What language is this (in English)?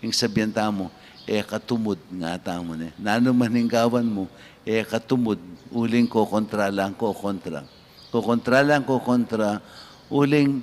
Pampanga